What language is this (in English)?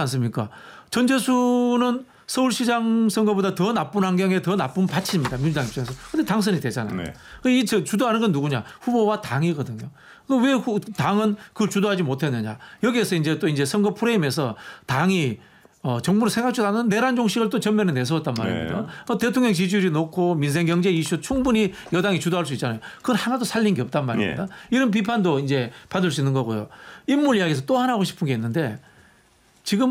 Korean